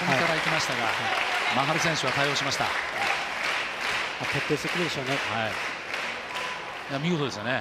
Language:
Japanese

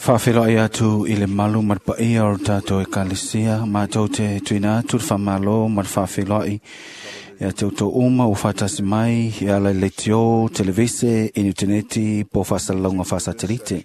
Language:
Samoan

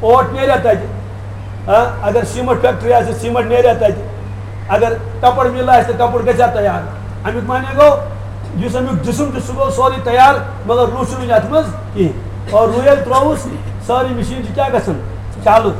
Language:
Kashmiri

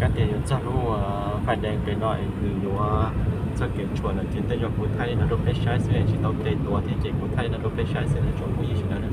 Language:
Hmong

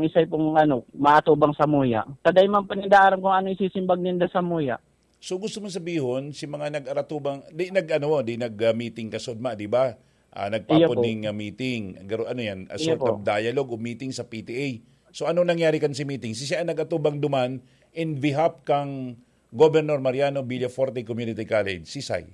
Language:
Bikol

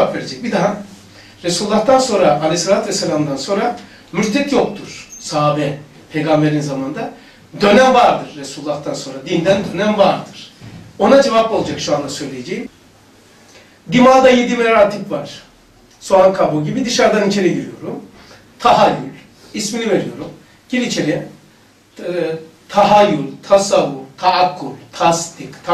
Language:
Turkish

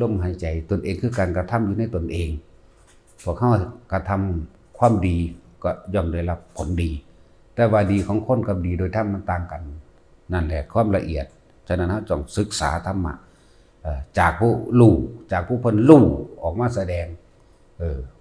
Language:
Northeastern Thai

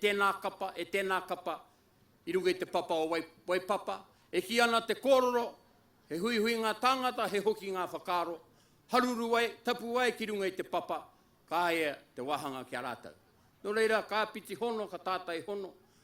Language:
Māori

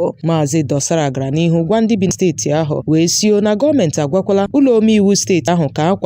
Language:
Igbo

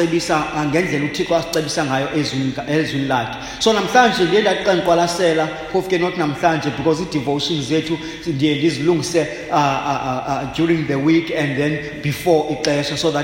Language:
Xhosa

